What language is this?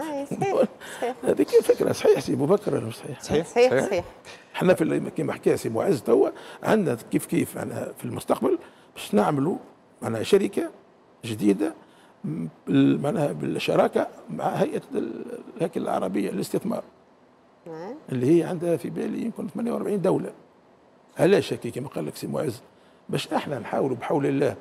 Tunisian Arabic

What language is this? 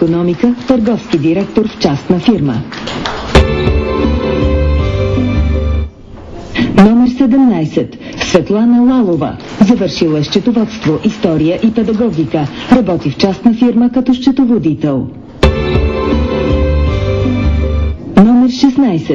Bulgarian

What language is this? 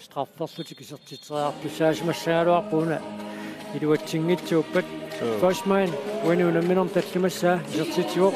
Kalaallisut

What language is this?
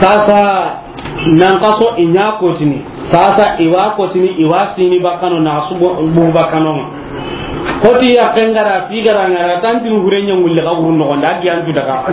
Soninke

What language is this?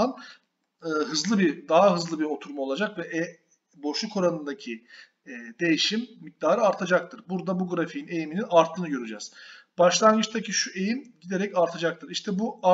Turkish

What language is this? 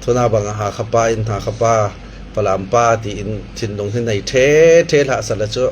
Falam Chin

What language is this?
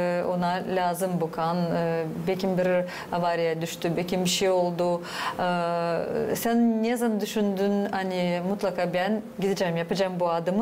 Gagauz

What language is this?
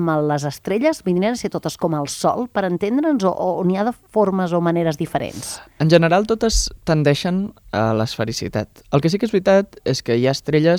Catalan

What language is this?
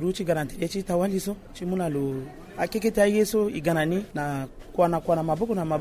Sango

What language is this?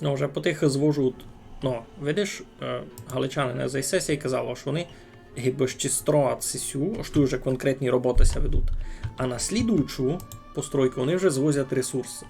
Rusyn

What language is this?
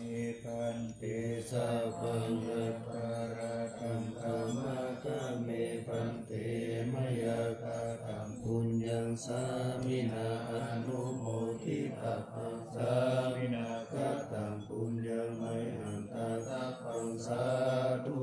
Pali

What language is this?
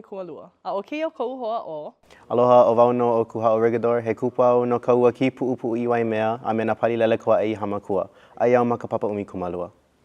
Hawaiian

